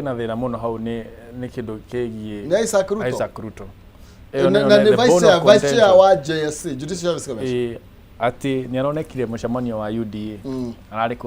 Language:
Kikuyu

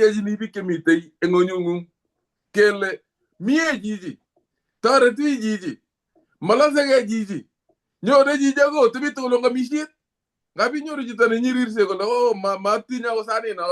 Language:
Kalenjin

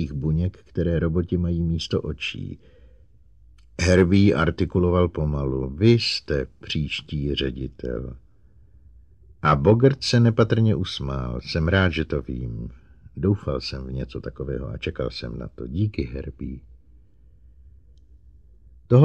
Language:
Czech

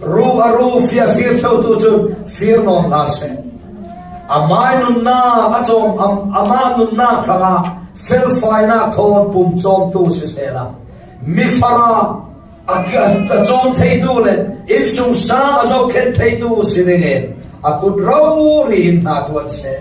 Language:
Falam Chin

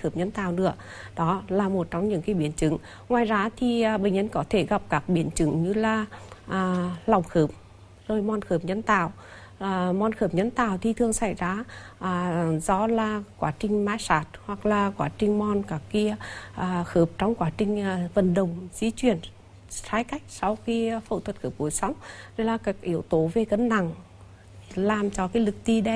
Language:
Vietnamese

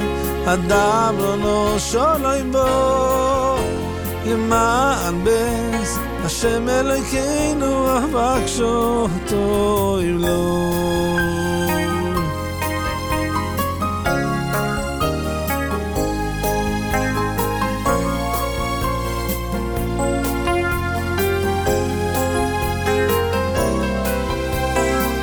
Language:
Hebrew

